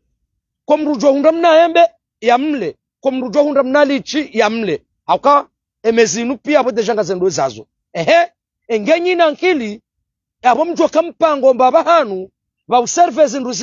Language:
Ngazidja Comorian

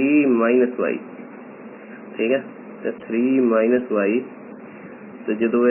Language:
Punjabi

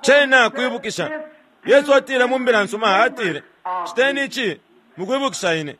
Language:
Bemba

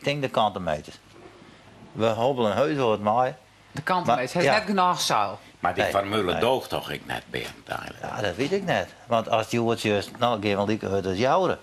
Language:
Western Frisian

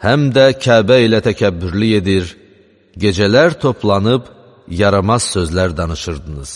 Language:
Azerbaijani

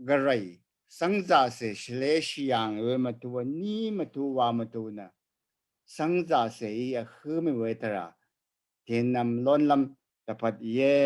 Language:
Rawang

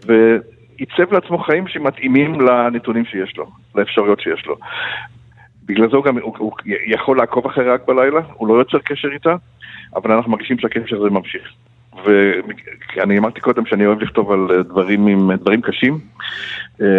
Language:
Hebrew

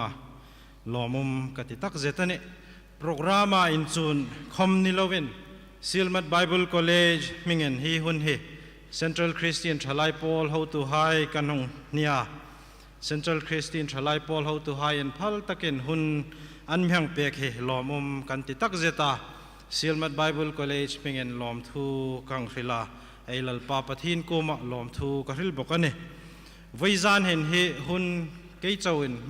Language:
Hmar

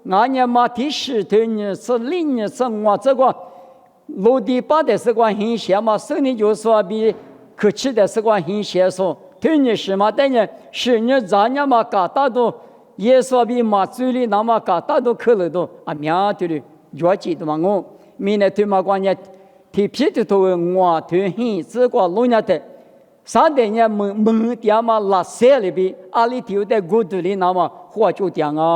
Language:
Lisu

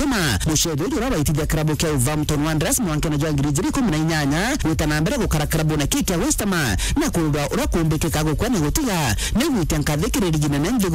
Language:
Meru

